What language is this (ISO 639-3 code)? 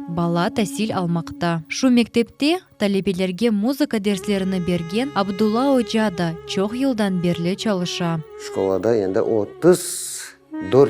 crh